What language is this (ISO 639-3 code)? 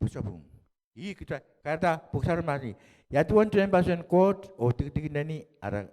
pon